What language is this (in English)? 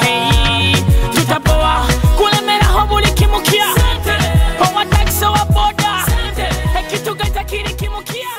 Nyoro